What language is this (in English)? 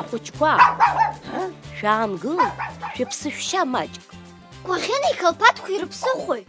Abkhazian